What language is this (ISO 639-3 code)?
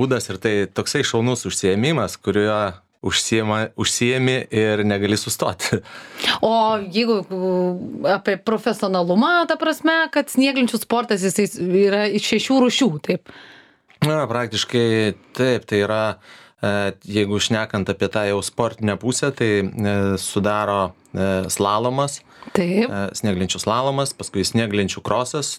lit